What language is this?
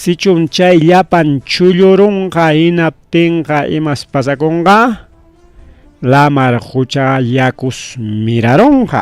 Ayacucho Quechua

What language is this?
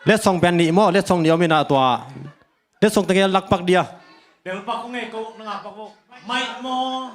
Tedim Chin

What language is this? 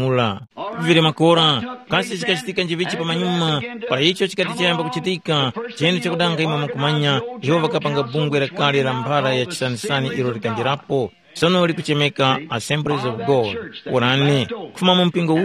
Tumbuka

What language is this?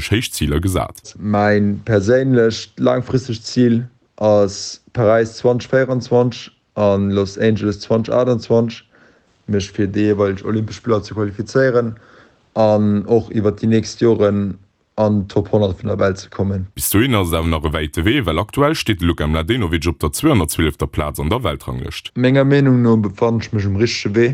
Luxembourgish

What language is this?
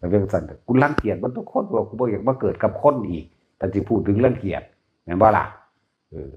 Northeastern Thai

